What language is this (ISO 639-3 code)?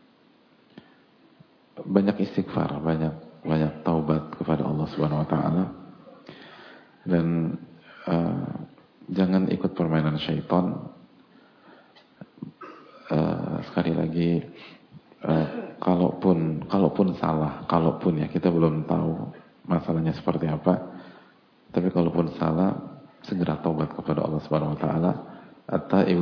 ind